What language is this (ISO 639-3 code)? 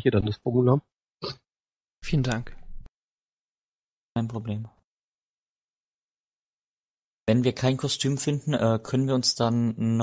deu